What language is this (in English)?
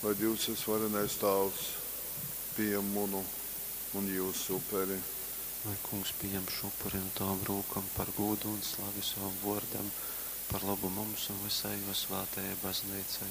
Latgalian